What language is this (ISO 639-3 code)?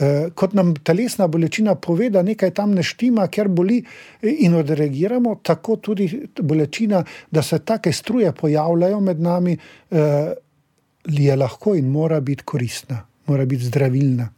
slv